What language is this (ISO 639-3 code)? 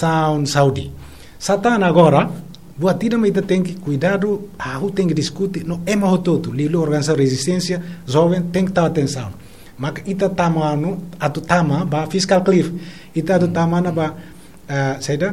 tet